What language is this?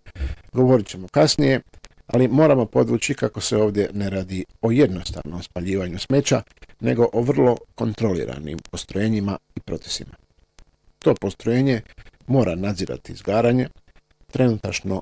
Croatian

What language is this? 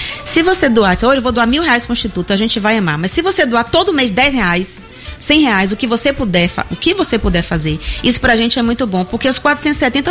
Portuguese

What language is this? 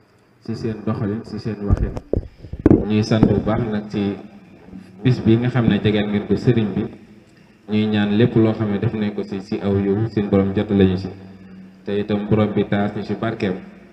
Wolof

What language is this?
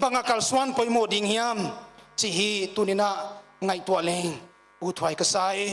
Paite Chin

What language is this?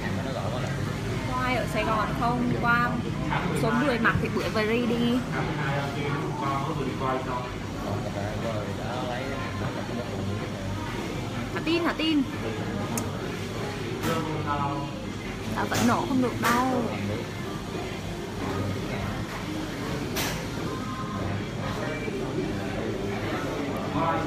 Vietnamese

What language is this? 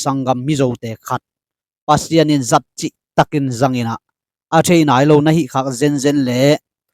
Tedim Chin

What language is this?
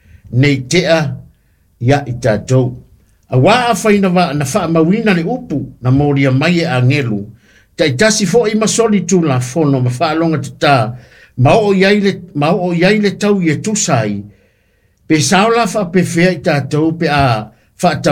Samoan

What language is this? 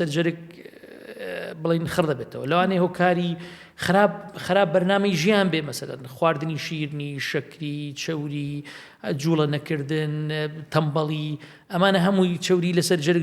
Central Kurdish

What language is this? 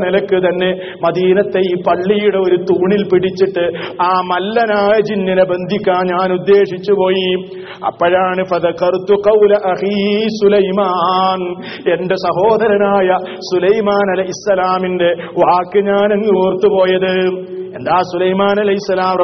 Malayalam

